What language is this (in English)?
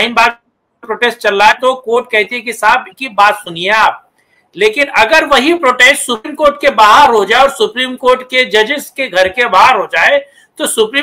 Hindi